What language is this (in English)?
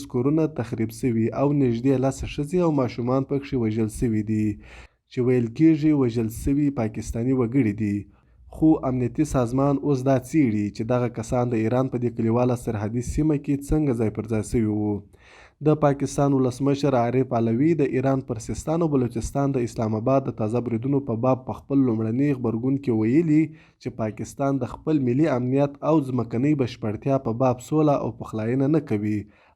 Pashto